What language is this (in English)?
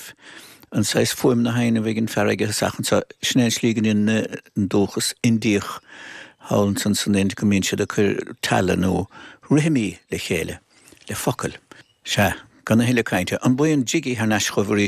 Irish